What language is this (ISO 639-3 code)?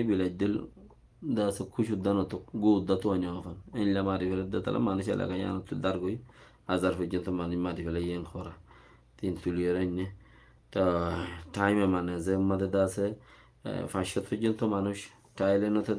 rhg